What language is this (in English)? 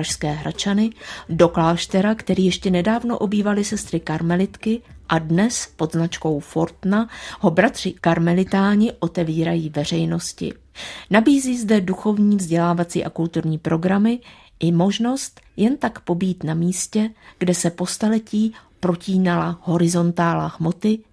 Czech